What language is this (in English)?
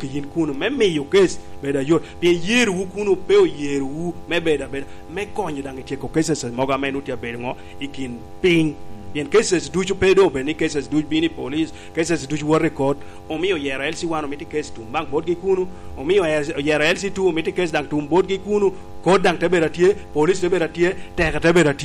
Lango (Uganda)